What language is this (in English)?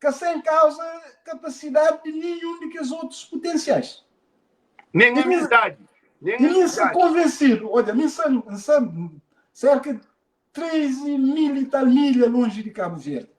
Kabuverdianu